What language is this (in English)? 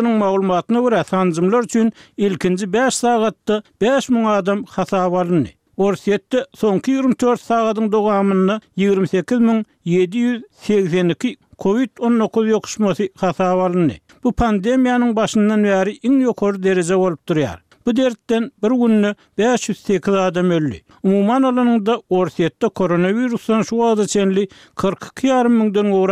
Kyrgyz